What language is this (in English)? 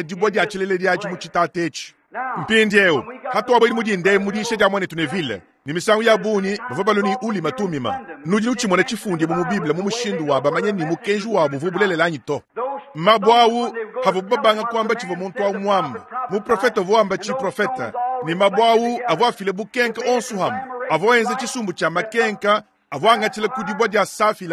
Luba-Lulua